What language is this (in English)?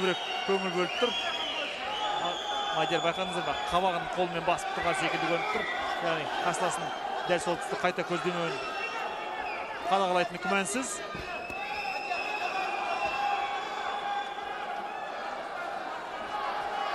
Kazakh